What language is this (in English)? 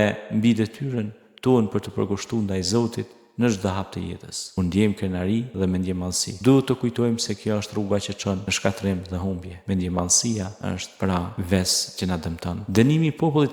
Albanian